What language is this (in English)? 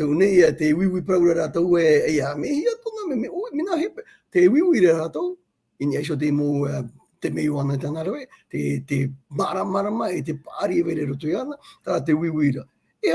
Tahitian